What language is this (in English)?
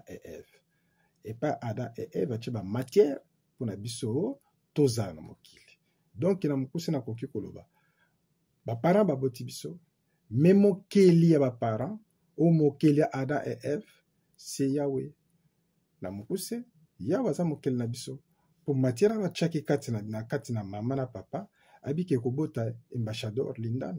Lingala